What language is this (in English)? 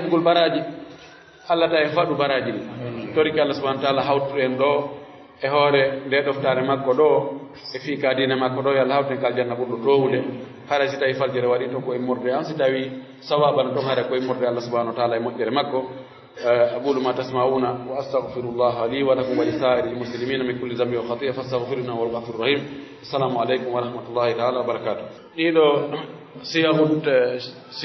Pular